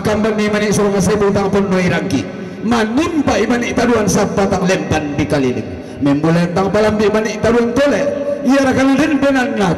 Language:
Toraja-Sa'dan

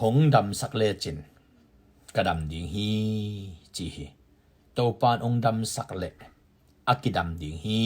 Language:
Tedim Chin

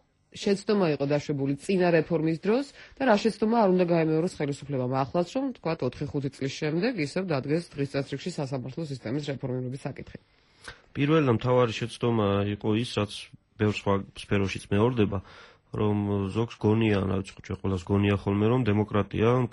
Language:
Georgian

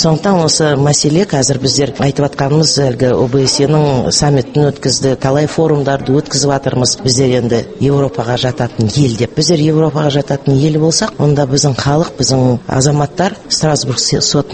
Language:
Kazakh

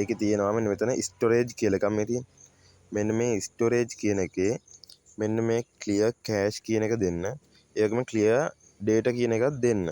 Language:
Sinhala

